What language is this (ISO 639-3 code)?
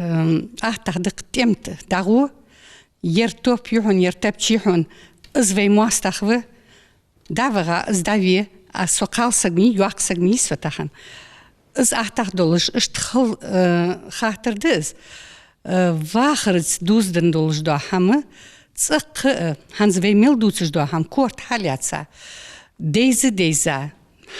inh